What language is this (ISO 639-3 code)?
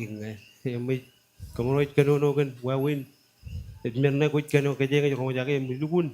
mah